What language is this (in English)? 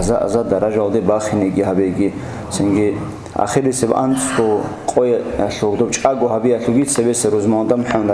Avaric